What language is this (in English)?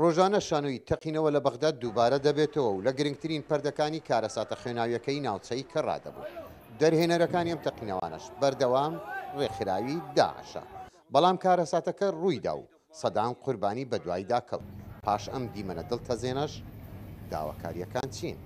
Central Kurdish